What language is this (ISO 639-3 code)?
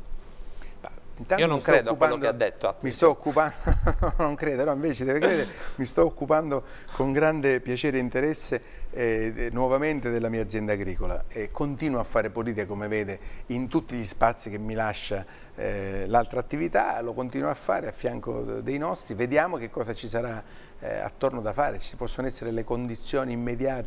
ita